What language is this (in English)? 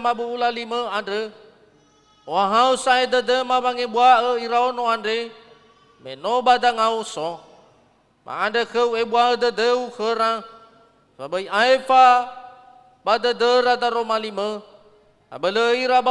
Nias